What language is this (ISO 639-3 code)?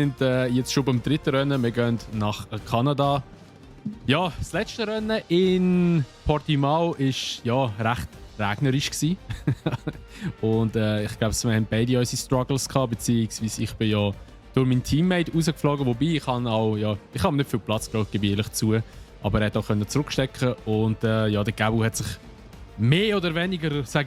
gsw